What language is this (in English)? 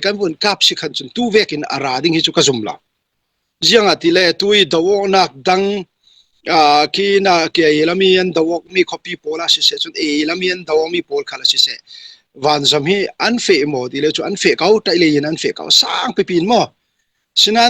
Falam Chin